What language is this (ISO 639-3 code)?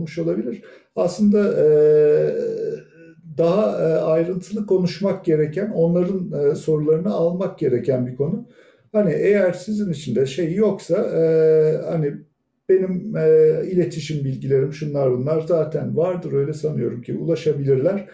tur